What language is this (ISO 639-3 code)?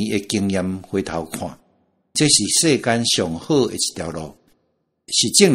nan